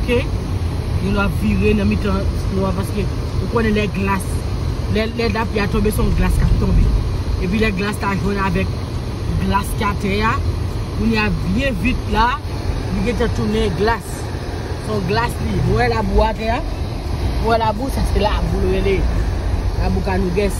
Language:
Haitian Creole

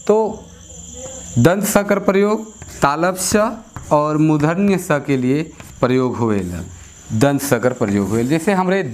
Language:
Sadri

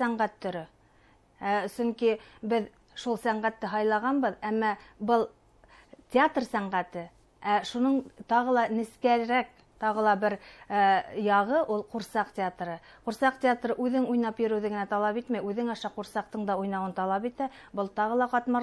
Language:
Bashkir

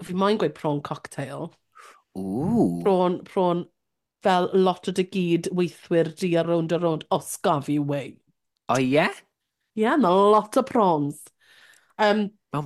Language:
Welsh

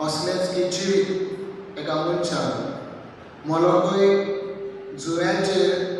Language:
Konkani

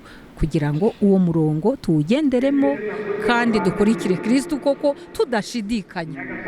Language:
Kinyarwanda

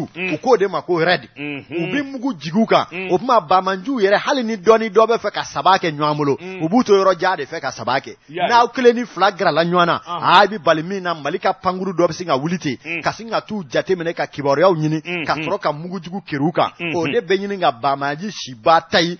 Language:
Bambara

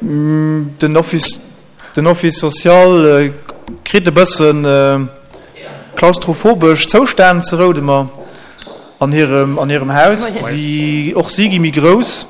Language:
Luxembourgish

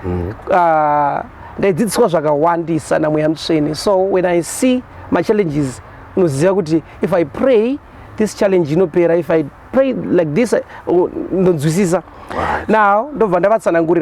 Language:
Shona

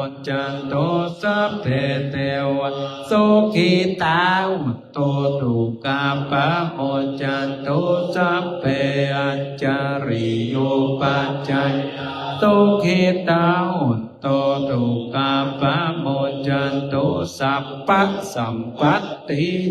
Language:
Pali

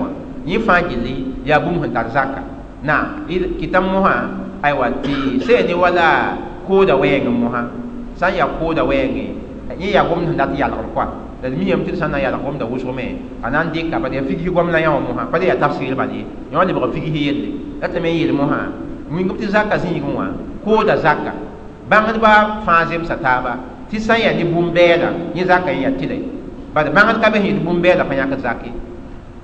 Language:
Mossi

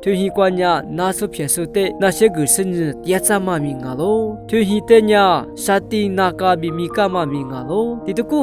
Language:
Lisu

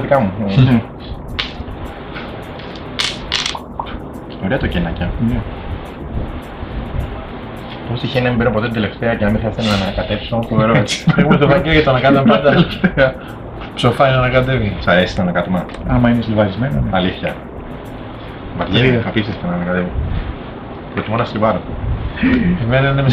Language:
Greek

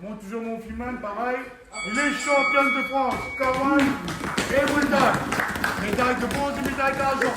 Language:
Réunion Creole French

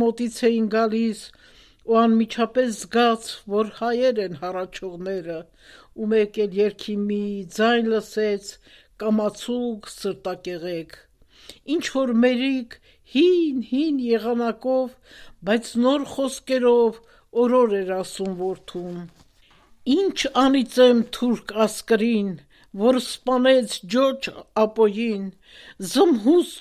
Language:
Armenian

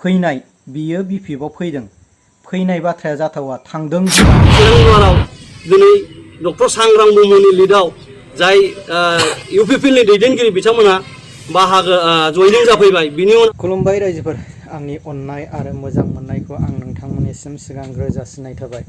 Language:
Bodo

